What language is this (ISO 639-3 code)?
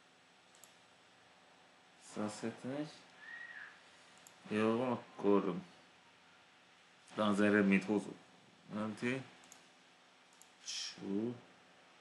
hun